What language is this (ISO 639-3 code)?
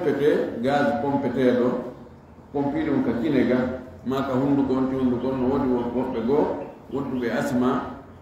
ful